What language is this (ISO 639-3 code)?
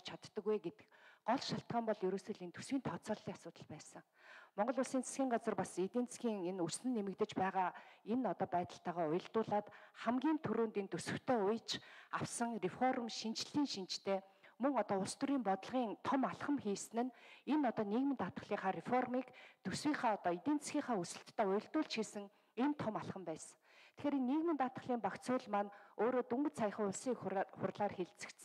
mon